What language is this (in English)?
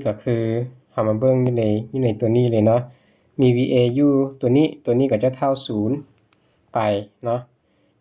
Lao